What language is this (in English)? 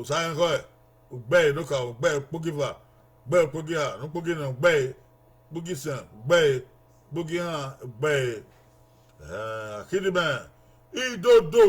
Bini